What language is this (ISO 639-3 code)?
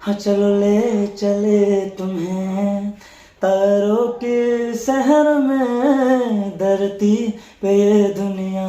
ria